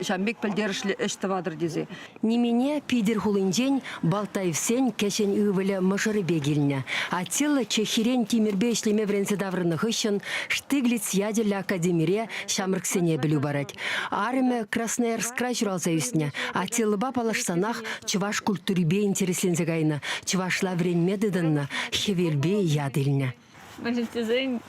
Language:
Chuvash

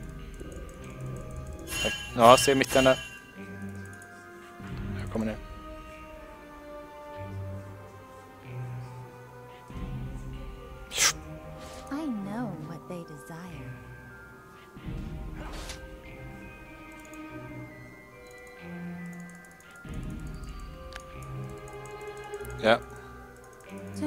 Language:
Swedish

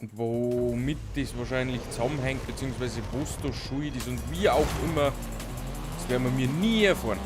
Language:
Bavarian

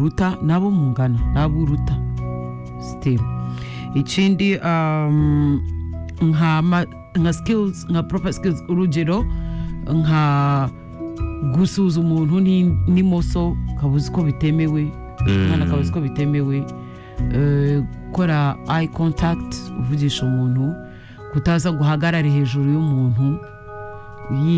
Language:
Kinyarwanda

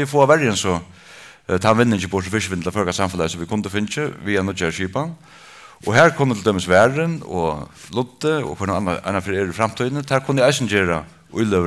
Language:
Faroese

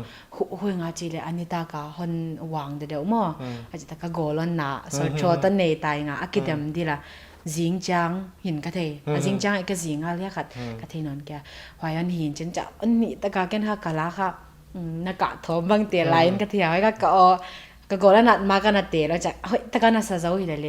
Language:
Paite Chin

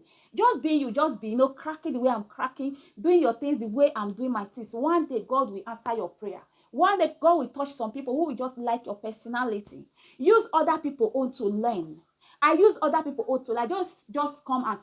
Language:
Nigerian Pidgin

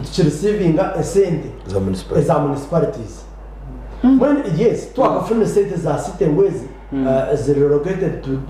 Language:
Nyankole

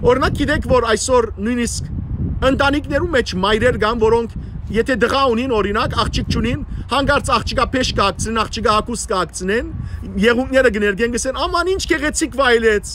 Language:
Western Armenian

